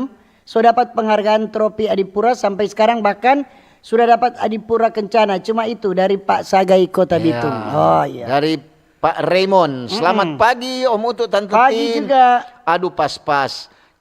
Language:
Manado Malay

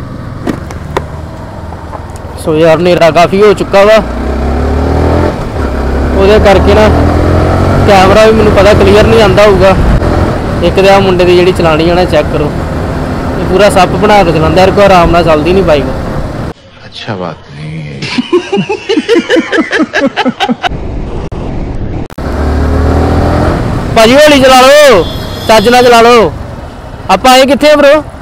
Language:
Punjabi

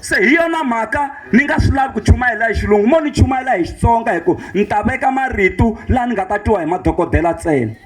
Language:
Tsonga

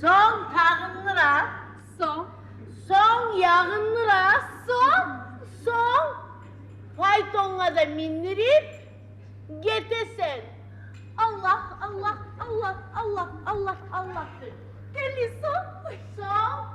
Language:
Kumyk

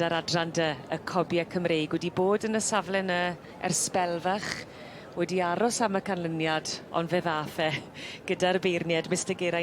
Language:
Welsh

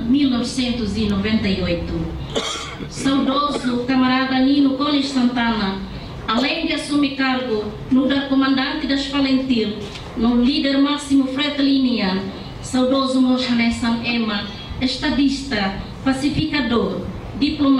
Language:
Tetum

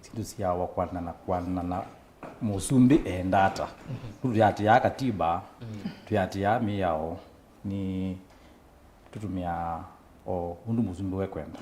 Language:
Kamba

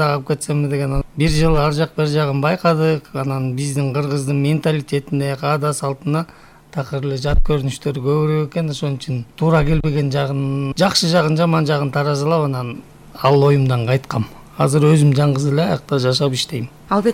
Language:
Kyrgyz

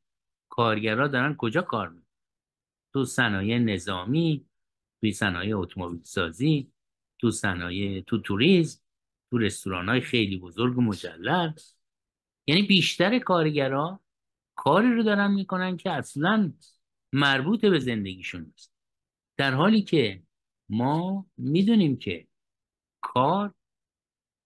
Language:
Persian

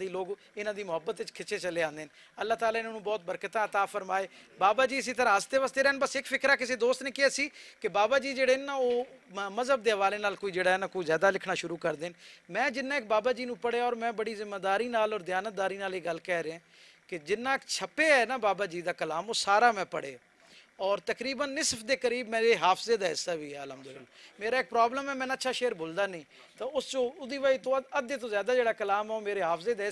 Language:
Western Panjabi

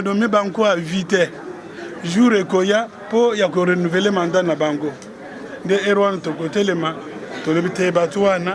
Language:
Lingala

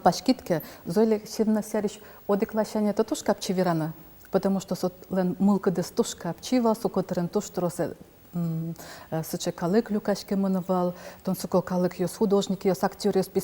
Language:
Udmurt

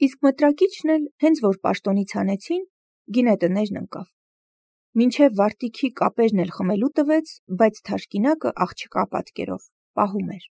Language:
Armenian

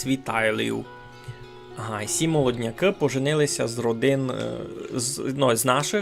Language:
Rusyn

